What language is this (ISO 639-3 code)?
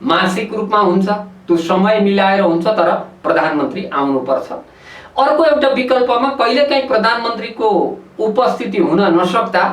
nep